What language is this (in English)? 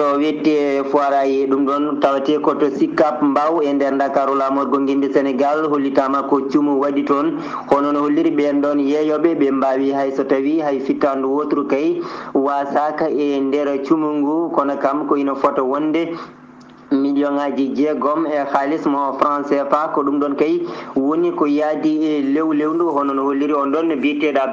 Fula